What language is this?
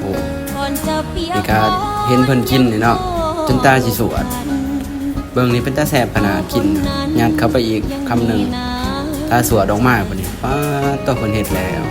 Lao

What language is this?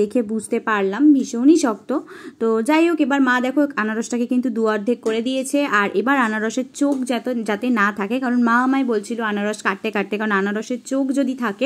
Bangla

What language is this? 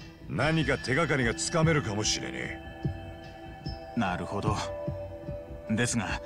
Japanese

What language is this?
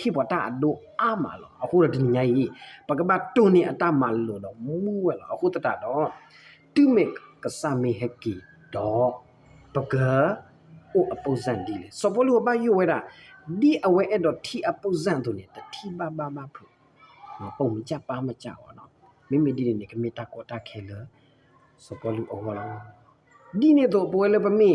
S'gaw Karen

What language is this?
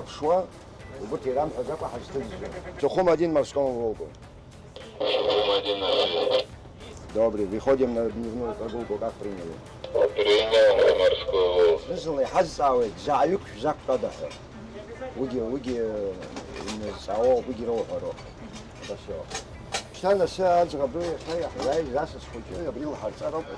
Abkhazian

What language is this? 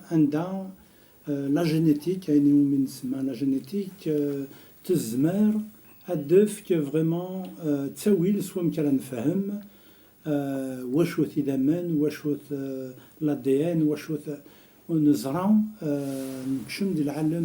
Kabyle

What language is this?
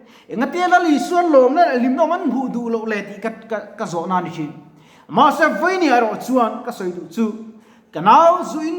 Mizo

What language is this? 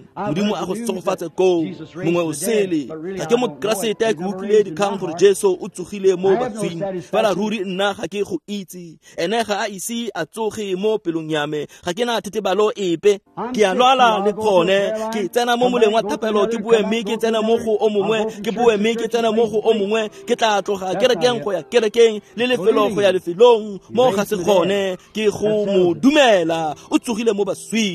Tswana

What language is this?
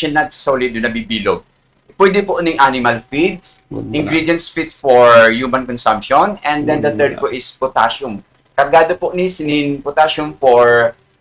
Bikol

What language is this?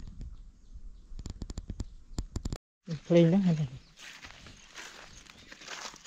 Vietnamese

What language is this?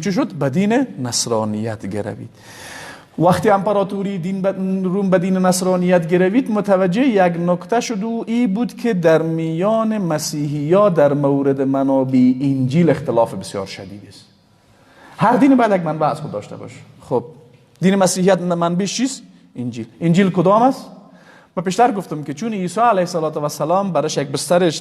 Persian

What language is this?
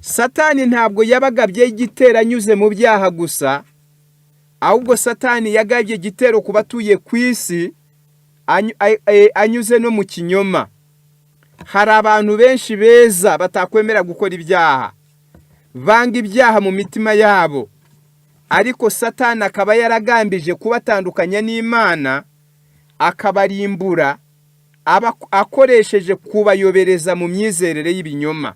Kinyarwanda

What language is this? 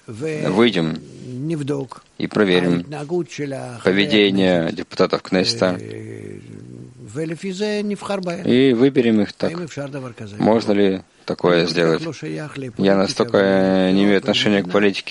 Russian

